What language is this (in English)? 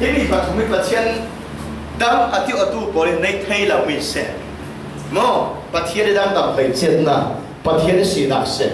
Falam Chin